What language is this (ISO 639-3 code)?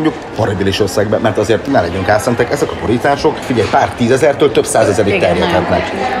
hun